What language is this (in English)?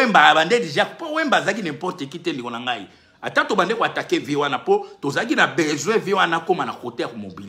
Lingala